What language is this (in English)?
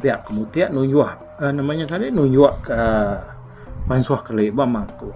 Iban